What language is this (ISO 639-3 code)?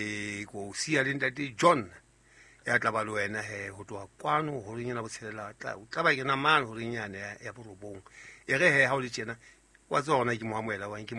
sot